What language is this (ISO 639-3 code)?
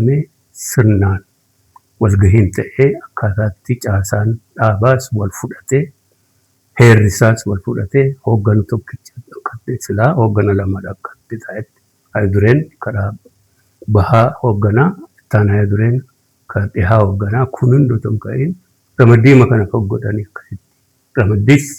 orm